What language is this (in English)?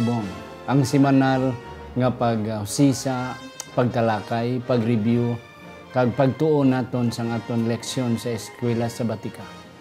Hiligaynon